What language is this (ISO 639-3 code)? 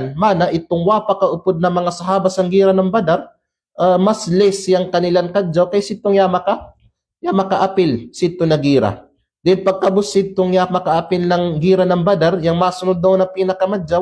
kqe